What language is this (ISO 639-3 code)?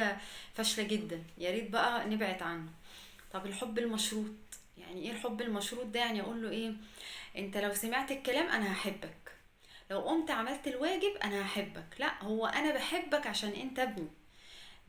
arz